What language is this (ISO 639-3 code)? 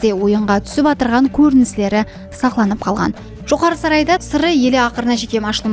kaa